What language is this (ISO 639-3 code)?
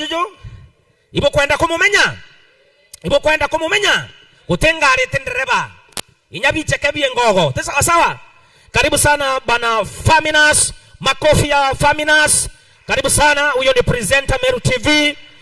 mer